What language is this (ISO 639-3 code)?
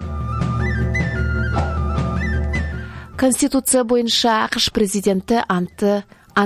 kaz